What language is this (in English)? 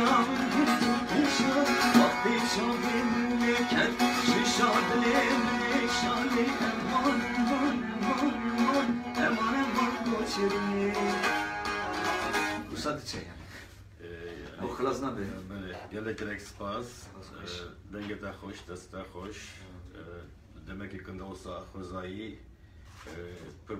Kurdish